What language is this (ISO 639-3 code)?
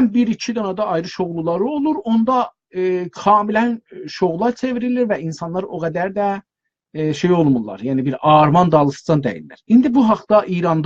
azb